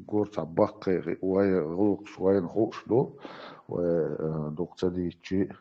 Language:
Chechen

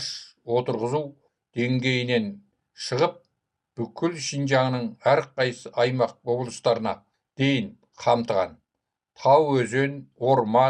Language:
Kazakh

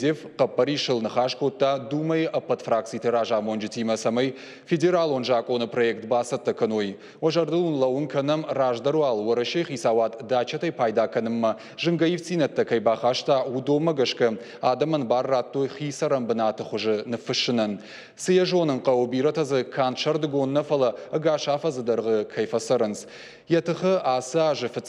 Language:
Ossetic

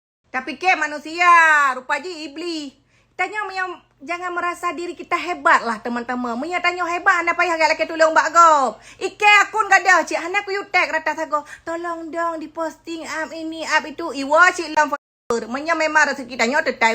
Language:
Achinese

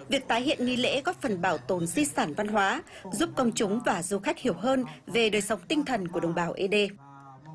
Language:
Vietnamese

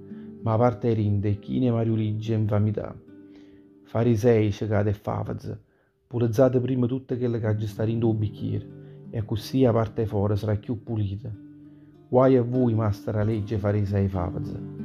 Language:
Neapolitan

